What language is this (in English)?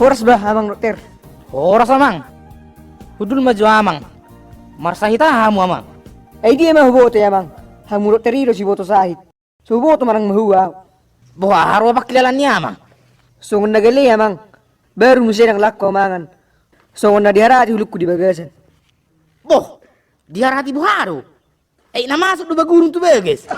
Batak Toba